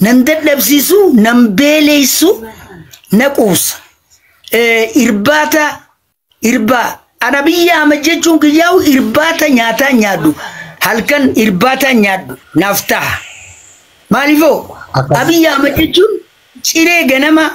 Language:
Oromo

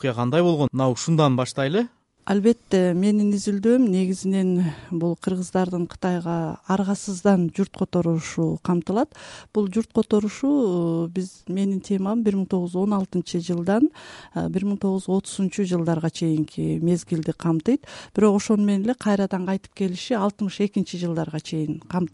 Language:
Kyrgyz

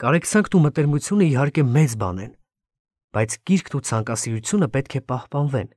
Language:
Armenian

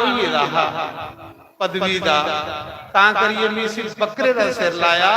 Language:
Dogri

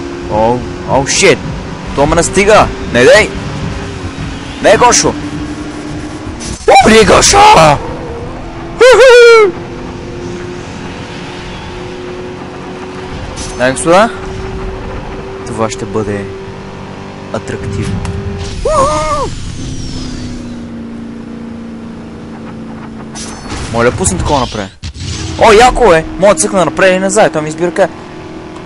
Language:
Bulgarian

